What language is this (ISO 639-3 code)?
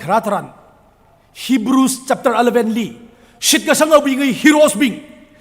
nmf